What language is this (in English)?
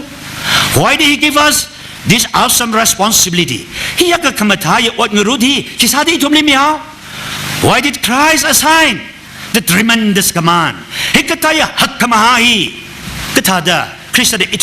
Tangkhul Naga (India)